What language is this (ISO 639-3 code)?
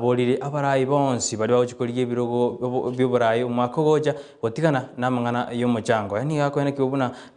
guz